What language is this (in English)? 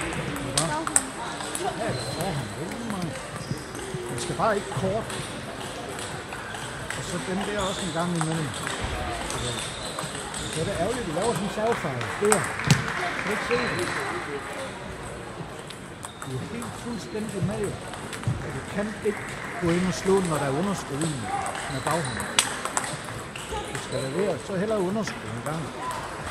Danish